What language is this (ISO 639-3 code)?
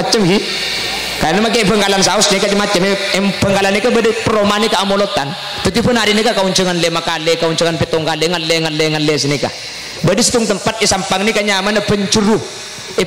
mad